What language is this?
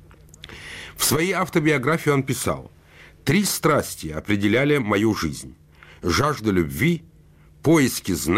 Russian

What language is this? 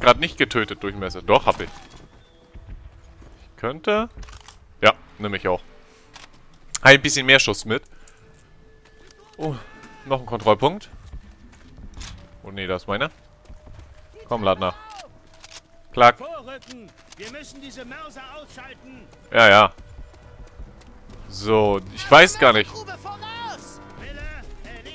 German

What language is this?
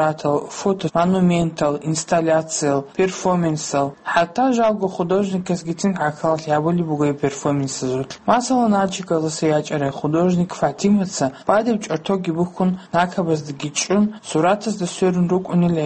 Avaric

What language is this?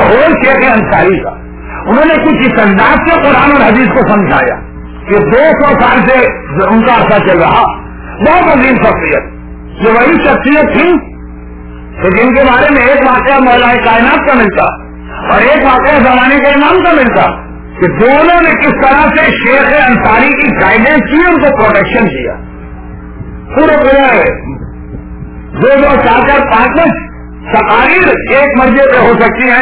Urdu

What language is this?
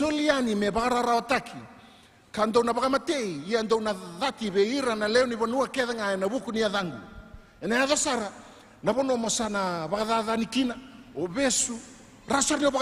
Fijian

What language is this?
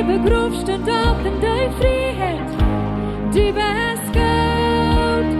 Plautdietsch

